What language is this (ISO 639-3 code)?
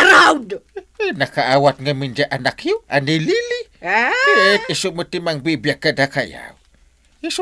ilo